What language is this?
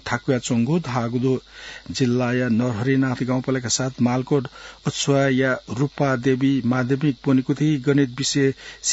Newari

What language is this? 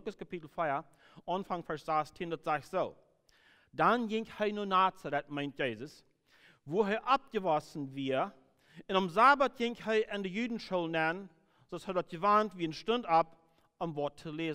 Plautdietsch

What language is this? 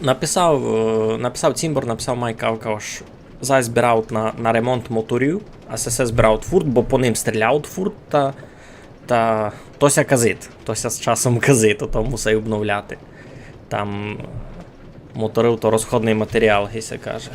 Rusyn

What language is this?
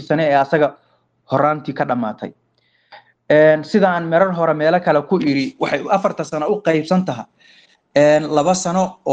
Somali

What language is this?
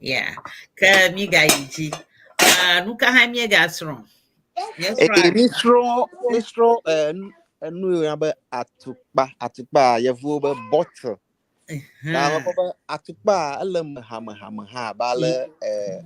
Ewe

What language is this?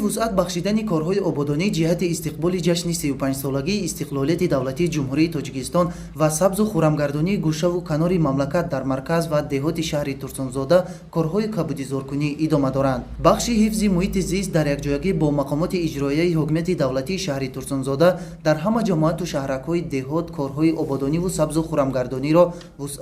Tajik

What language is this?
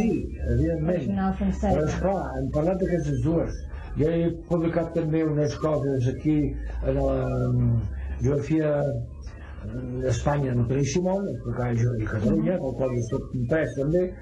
Catalan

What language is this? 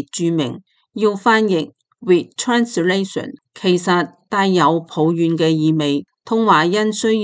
Cantonese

